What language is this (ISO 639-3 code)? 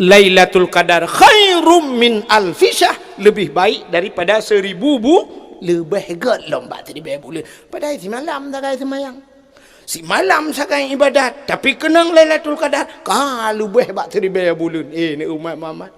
ace